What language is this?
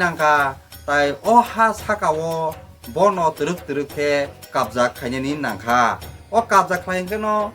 Kok Borok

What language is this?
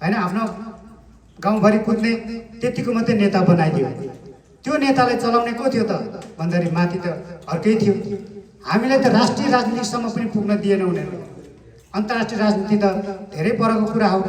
Nepali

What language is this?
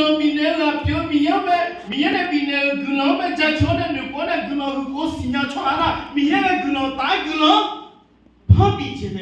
Akha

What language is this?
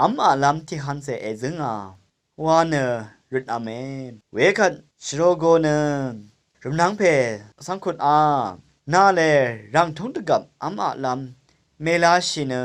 Rawang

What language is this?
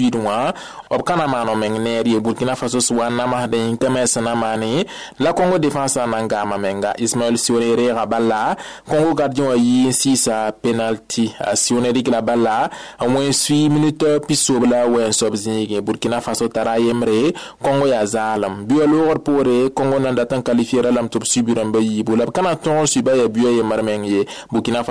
Mossi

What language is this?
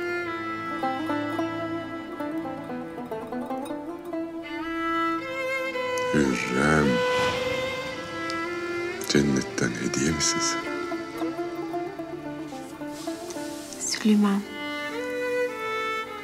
Turkish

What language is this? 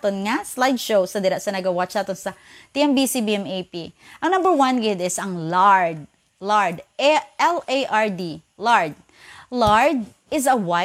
Hiligaynon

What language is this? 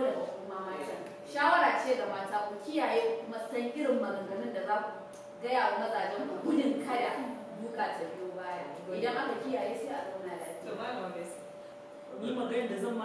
Hausa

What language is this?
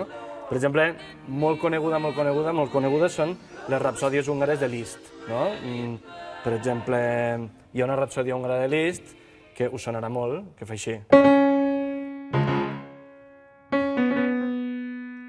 Catalan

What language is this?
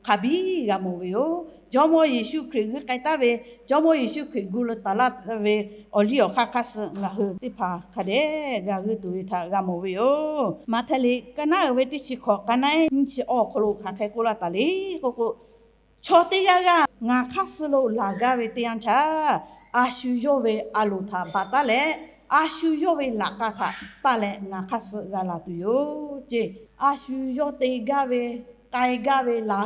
Lahu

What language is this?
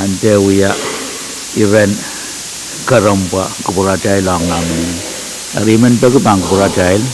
Pohnpeian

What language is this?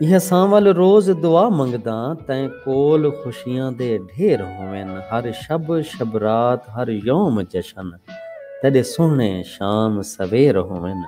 Saraiki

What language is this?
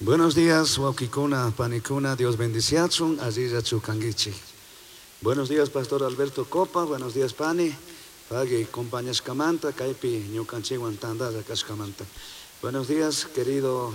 Chimborazo Highland Quichua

